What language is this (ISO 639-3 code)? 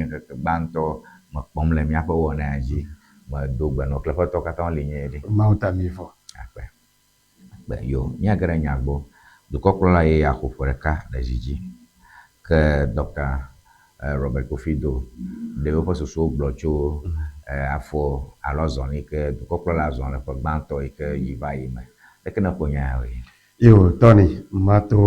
ewe